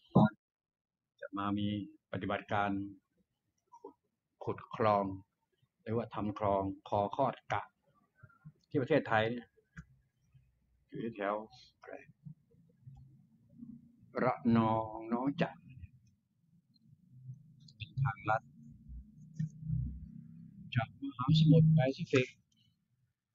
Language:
Thai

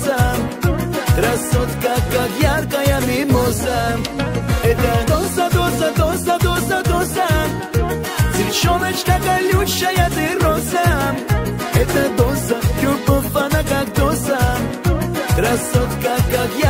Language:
Russian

